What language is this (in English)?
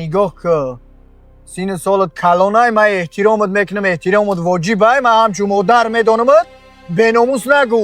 Tajik